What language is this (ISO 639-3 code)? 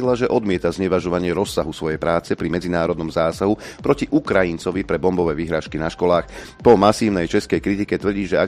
slk